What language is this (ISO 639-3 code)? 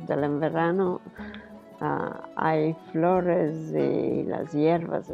lad